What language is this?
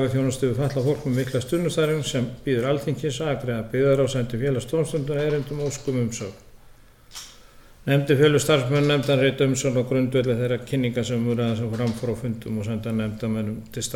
Icelandic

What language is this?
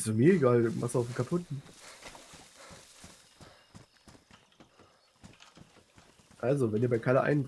German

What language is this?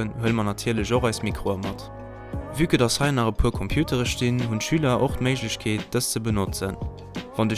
Luxembourgish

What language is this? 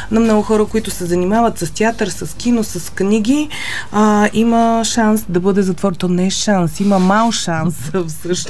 Bulgarian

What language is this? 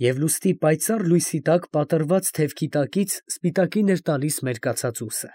Armenian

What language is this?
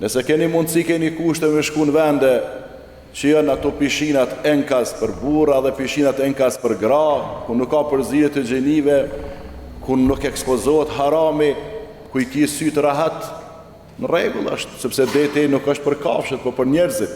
Albanian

